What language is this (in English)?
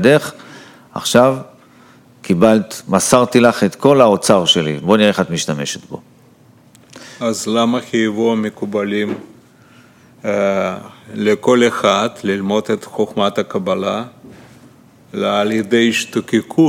Hebrew